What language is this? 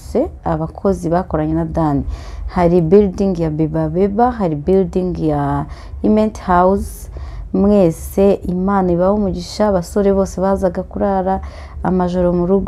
Kinyarwanda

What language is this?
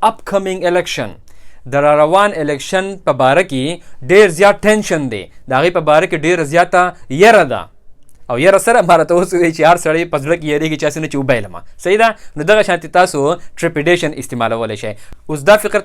Pashto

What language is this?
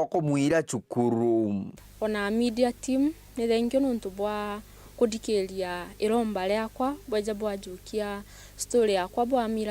Meru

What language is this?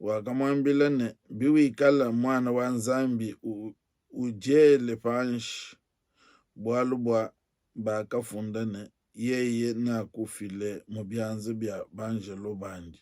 Luba-Lulua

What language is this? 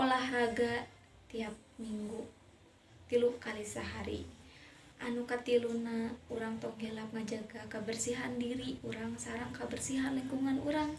Sundanese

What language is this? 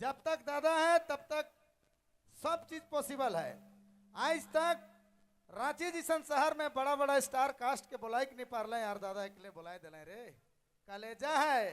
Sadri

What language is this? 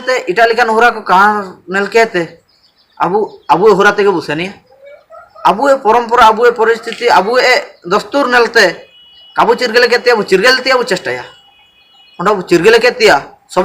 Ho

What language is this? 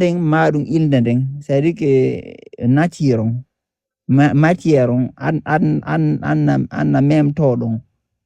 Fula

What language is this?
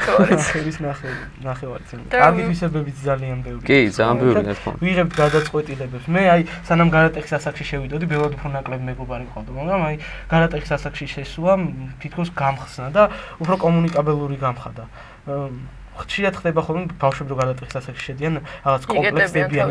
Georgian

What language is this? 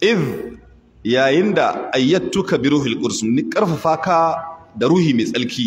Hausa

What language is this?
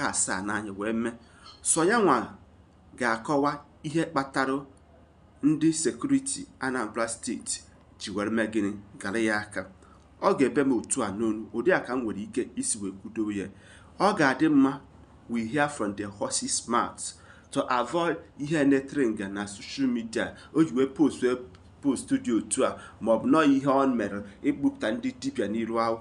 Igbo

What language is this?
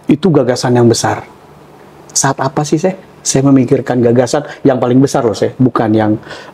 Indonesian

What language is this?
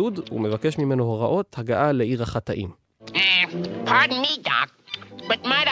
Hebrew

